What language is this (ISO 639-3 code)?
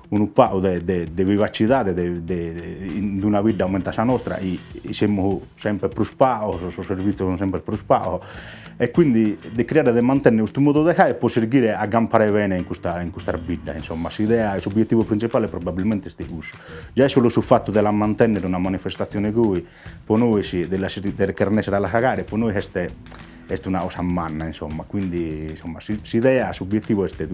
srd